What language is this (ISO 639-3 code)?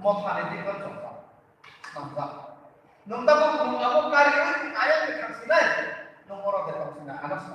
trp